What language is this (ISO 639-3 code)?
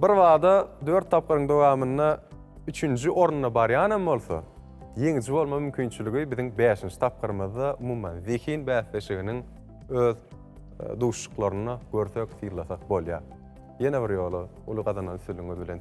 tuk